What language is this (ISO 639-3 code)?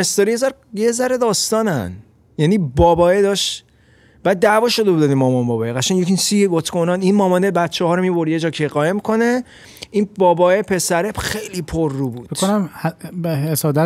fas